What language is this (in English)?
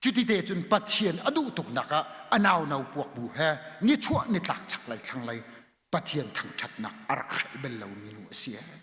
Hakha Chin